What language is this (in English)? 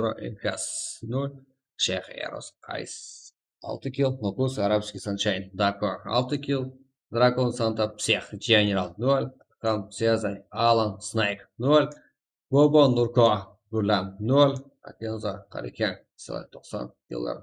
Kara-Kalpak